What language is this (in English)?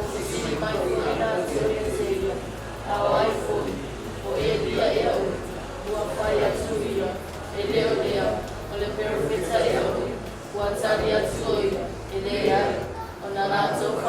Samoan